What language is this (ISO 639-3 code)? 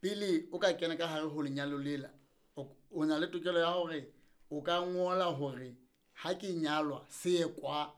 sot